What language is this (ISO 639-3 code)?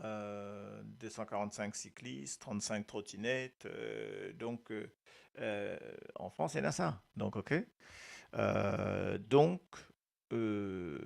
mfe